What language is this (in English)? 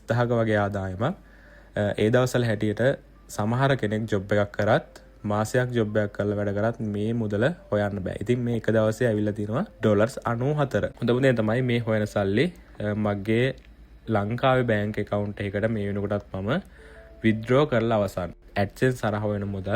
Sinhala